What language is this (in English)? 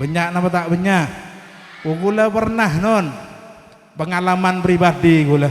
Madurese